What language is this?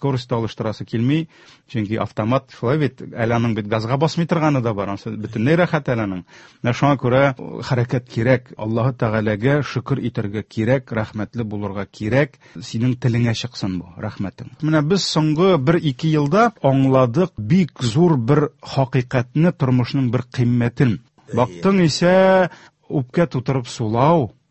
Tatar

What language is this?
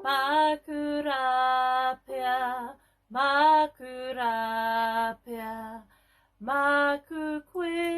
Māori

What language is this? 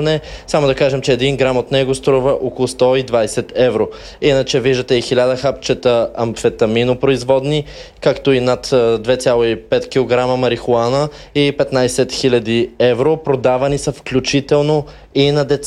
Bulgarian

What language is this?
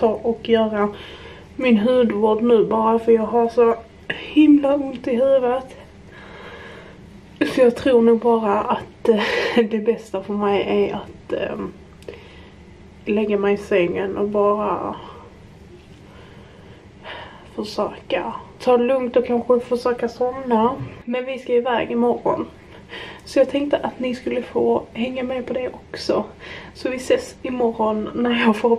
Swedish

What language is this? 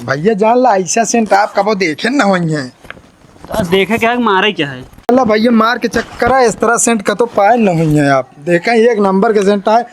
Awadhi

